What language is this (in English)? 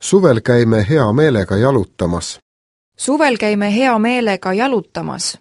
Estonian